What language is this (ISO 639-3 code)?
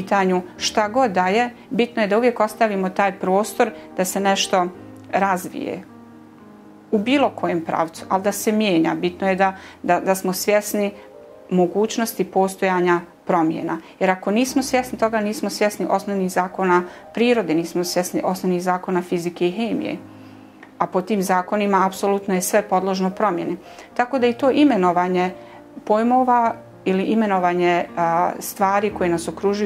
bos